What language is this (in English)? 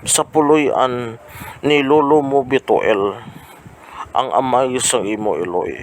Hiligaynon